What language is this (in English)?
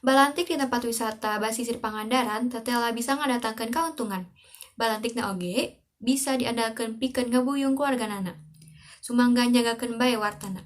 Sundanese